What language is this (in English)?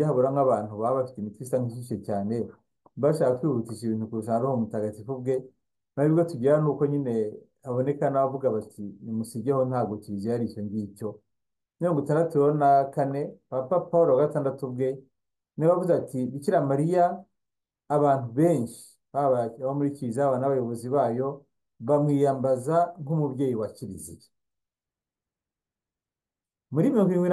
Kinyarwanda